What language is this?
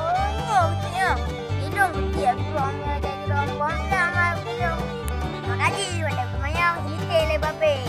Achinese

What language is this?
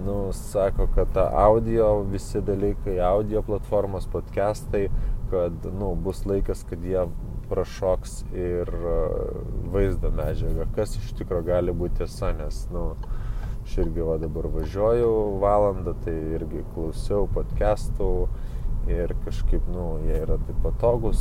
Lithuanian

